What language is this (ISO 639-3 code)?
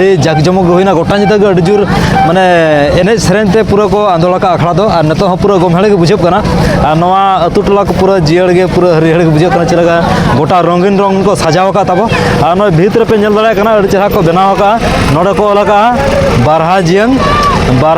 sat